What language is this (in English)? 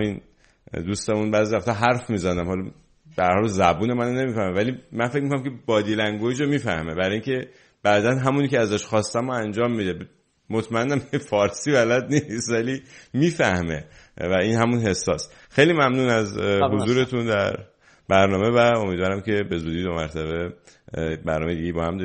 Persian